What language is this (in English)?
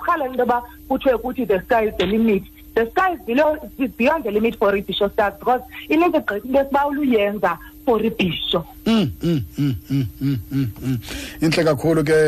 Xhosa